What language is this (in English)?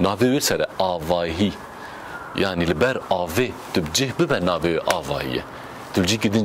Kurdish